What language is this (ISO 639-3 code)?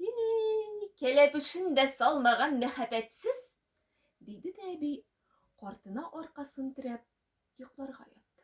tat